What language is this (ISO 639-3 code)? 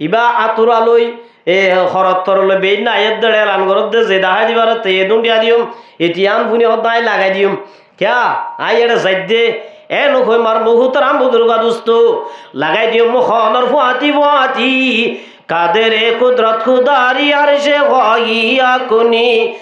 rhg